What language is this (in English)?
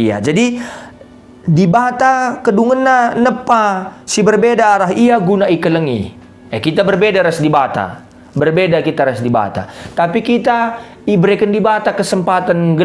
Batak Karo